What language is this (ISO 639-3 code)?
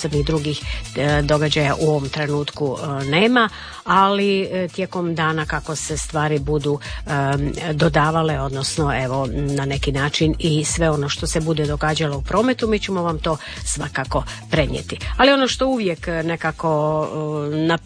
hrv